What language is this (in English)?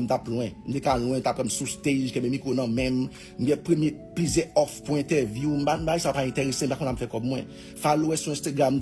Haitian Creole